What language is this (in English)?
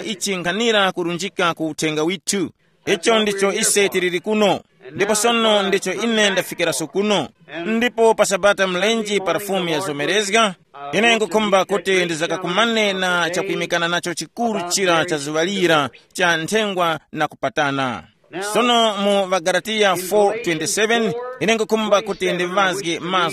Tumbuka